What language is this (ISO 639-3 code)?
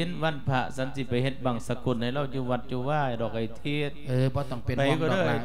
lao